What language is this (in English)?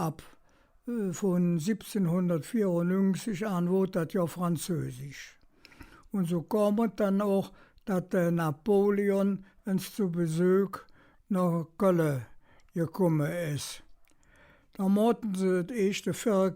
Colognian